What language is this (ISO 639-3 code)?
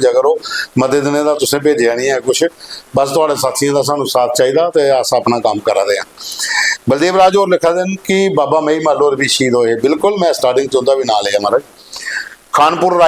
doi